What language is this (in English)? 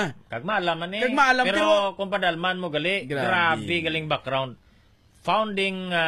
Hiligaynon